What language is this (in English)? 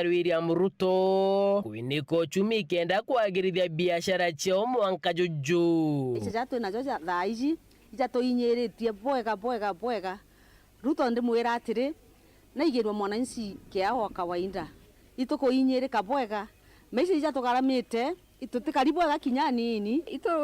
Meru